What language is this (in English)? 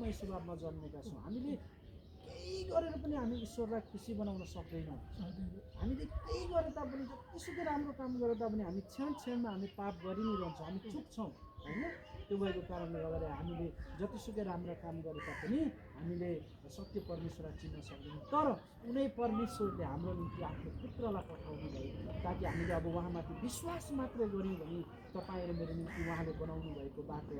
Nepali